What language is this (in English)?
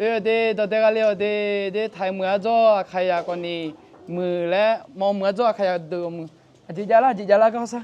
Akha